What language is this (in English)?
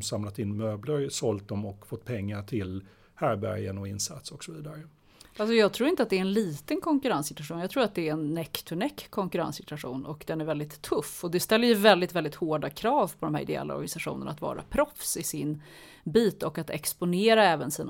Swedish